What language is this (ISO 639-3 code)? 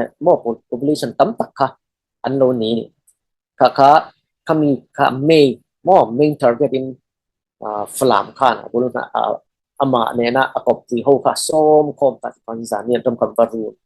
cfm